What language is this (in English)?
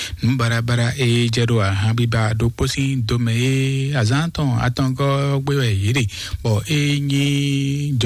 Fon